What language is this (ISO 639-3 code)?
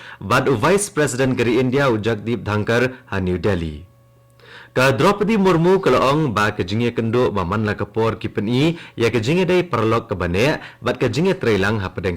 kha